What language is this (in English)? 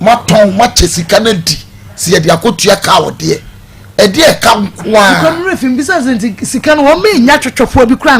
Akan